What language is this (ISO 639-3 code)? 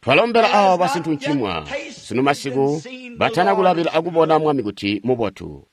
toi